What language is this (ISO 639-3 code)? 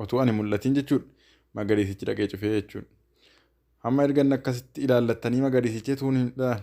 orm